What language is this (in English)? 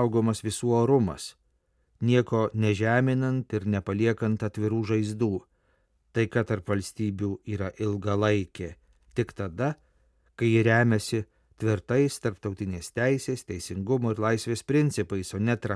Lithuanian